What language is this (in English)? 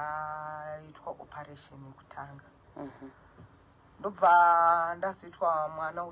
Shona